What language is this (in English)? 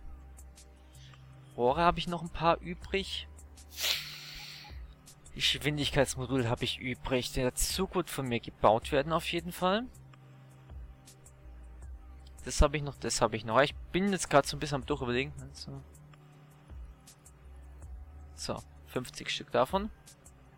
German